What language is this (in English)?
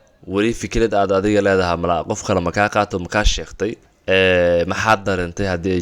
Somali